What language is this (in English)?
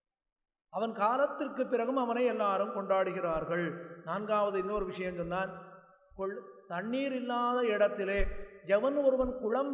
Tamil